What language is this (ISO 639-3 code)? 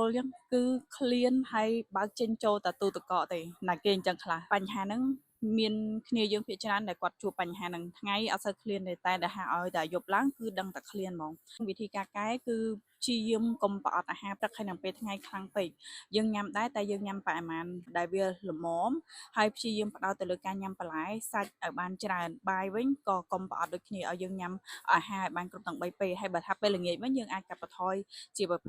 khm